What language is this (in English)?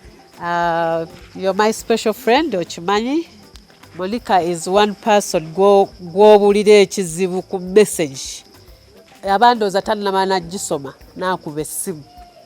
Ganda